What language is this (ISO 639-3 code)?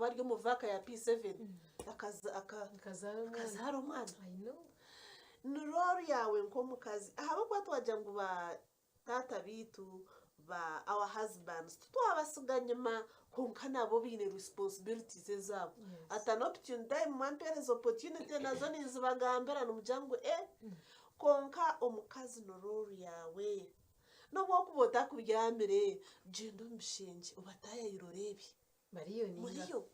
nyn